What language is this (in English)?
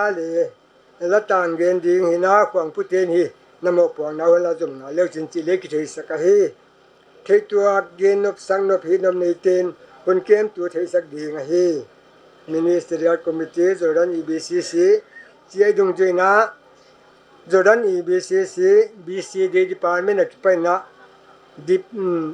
Paite Chin